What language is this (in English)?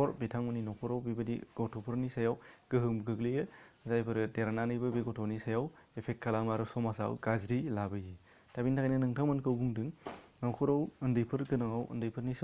Bodo